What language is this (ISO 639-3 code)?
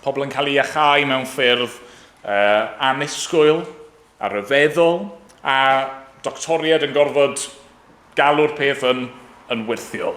cym